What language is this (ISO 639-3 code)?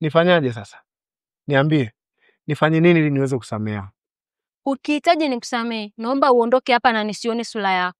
swa